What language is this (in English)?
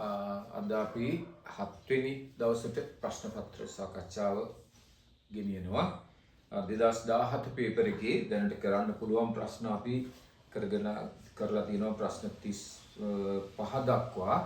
Sinhala